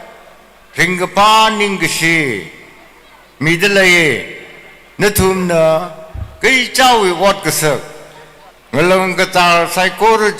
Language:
Tangkhul Naga (India)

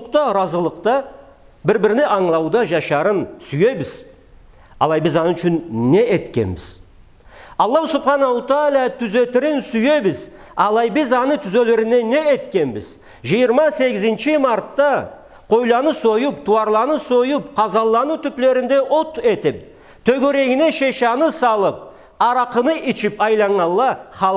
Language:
Karachay-Balkar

